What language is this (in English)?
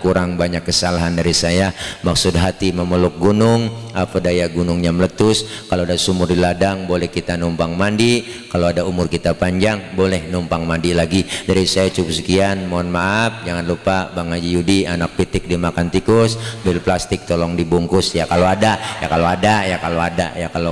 Betawi